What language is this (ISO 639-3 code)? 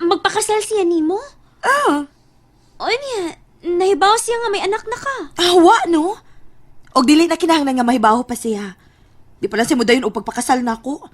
ceb